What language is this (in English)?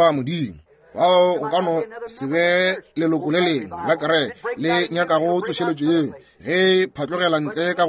Northern Sotho